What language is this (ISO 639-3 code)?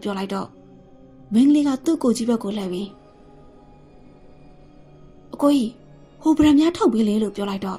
mya